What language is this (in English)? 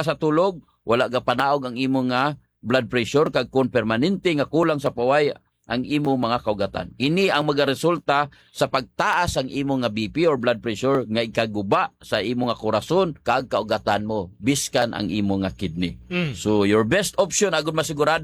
Hiligaynon